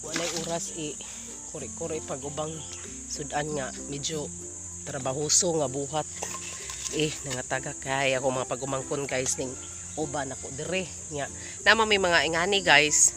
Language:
Cebuano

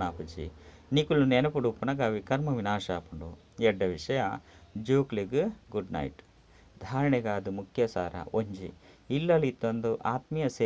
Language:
Tulu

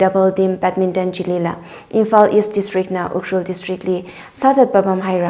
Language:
Tangkhul Naga (India)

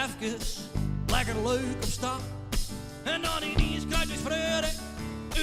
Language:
Western Frisian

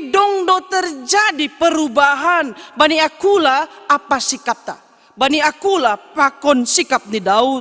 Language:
Batak Simalungun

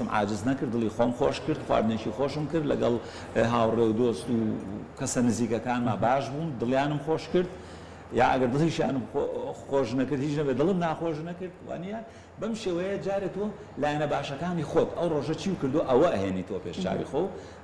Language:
Central Kurdish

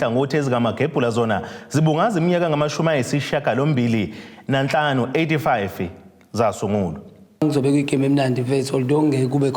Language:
Zulu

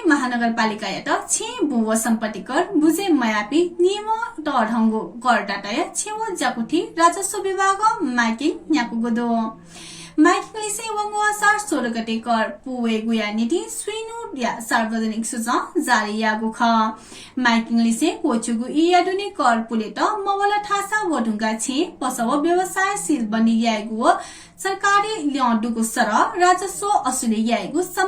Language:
Newari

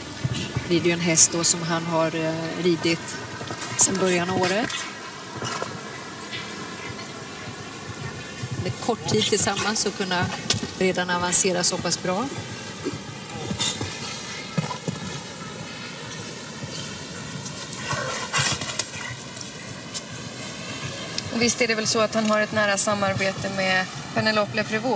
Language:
Swedish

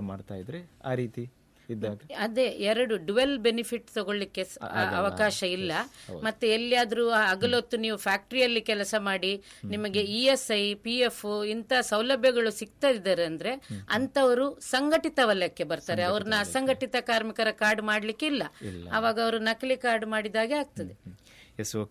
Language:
Kannada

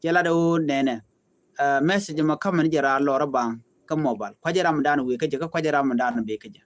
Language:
Nuer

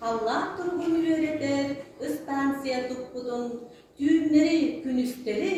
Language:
Yakut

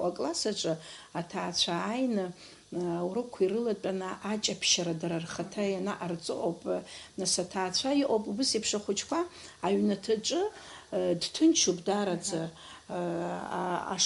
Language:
Abkhazian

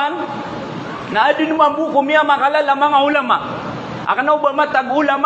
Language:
Maranao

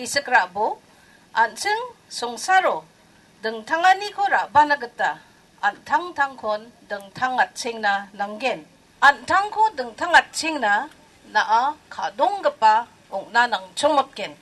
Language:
Garo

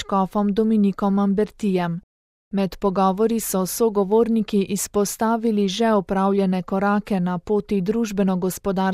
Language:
Slovenian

